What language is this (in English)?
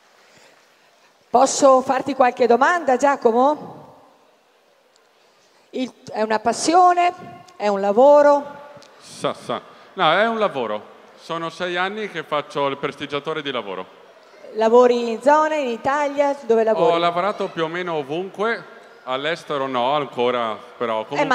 Italian